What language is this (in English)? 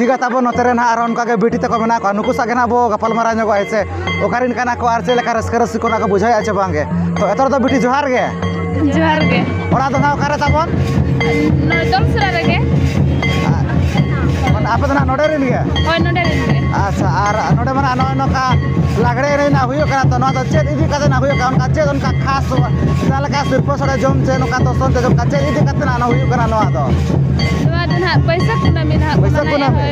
Santali